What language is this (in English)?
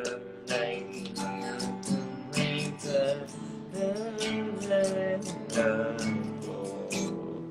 Thai